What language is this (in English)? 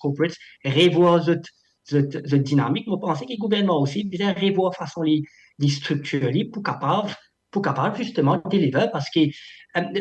Morisyen